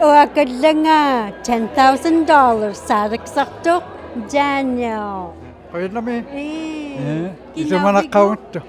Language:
Inuktitut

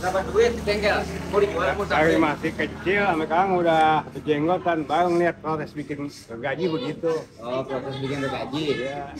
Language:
Betawi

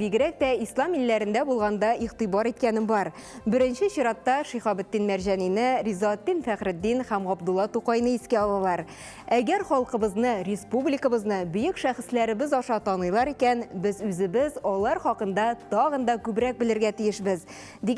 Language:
Tatar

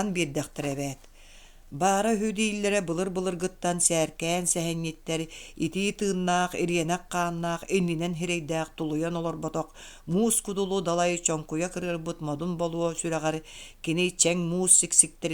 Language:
Yakut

